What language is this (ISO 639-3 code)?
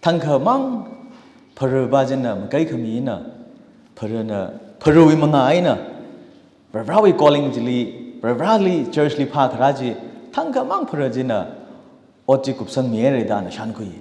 nmf